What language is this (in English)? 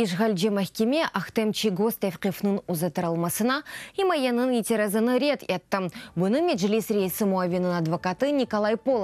Crimean Tatar